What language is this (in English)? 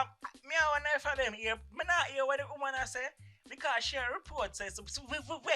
Jamaican Creole English